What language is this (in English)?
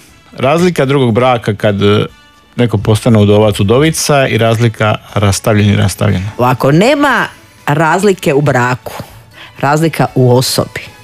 Croatian